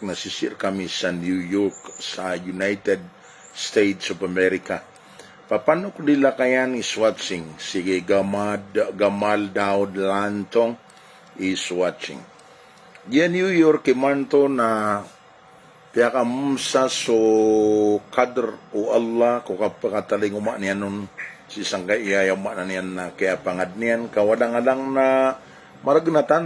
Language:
Maranao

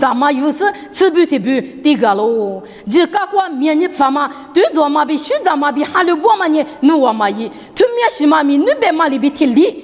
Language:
Lisu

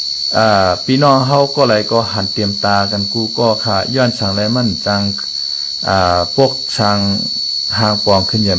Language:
Shan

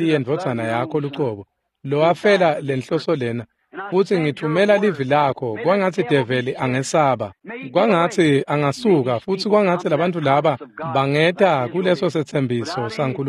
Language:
Swati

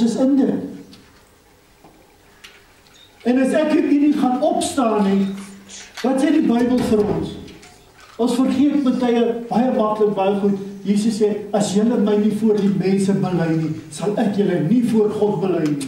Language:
Afrikaans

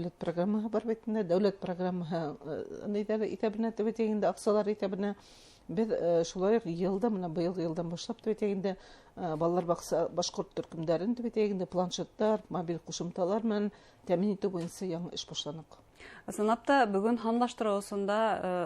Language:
Bashkir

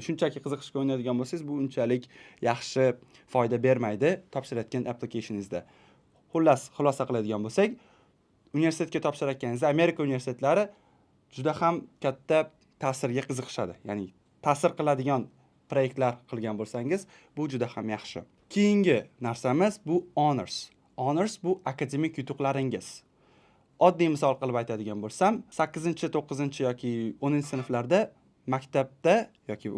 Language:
Uzbek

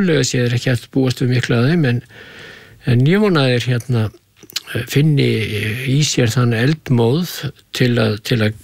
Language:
Icelandic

